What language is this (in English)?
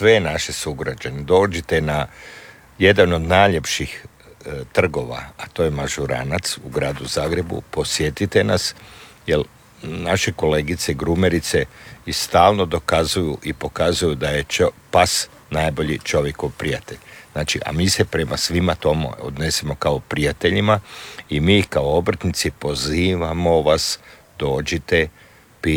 Croatian